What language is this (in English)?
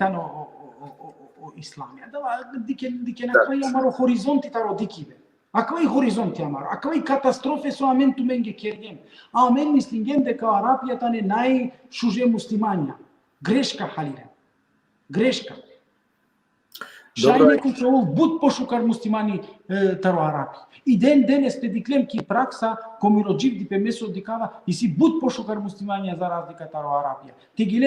Balkan Romani